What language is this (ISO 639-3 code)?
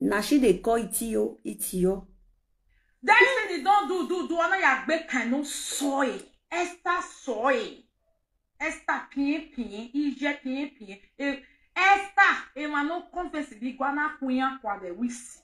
pcm